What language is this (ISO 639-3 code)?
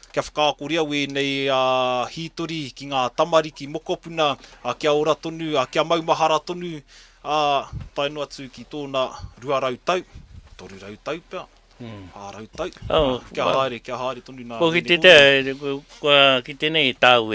mri